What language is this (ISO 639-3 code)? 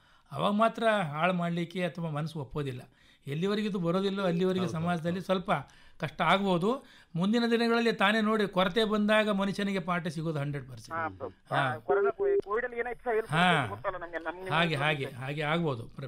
kan